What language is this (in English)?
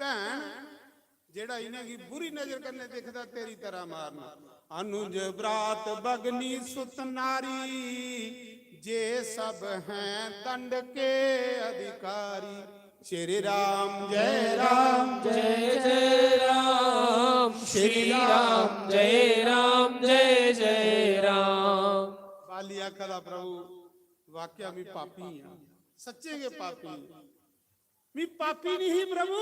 Dogri